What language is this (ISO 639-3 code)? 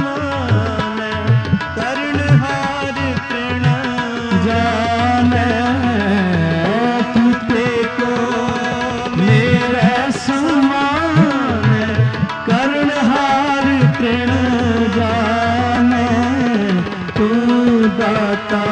hin